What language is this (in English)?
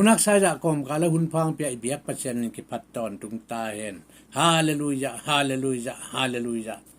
Tedim Chin